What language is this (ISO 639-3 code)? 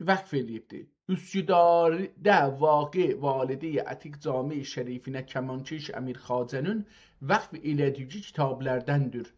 azb